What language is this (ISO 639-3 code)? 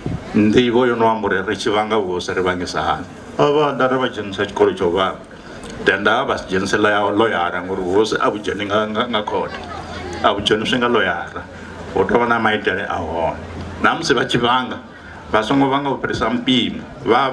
ven